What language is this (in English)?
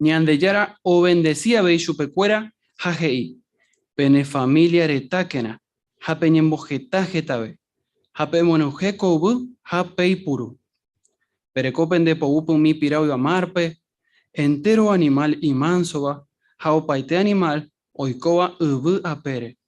Guarani